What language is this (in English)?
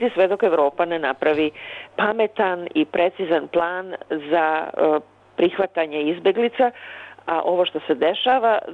Bosnian